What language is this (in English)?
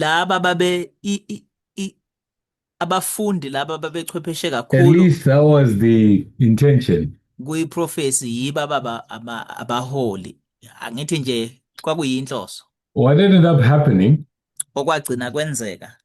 Zulu